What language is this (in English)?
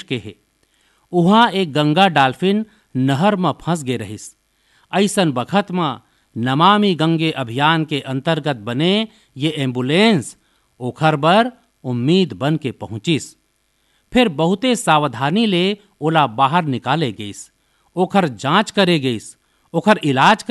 Chhattisgarhi